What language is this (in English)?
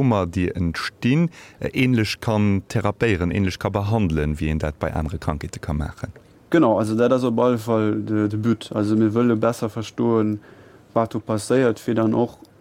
Luxembourgish